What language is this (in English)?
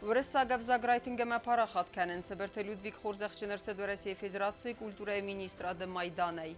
Ossetic